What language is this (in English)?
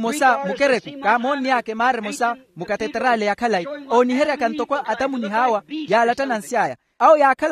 Makhuwa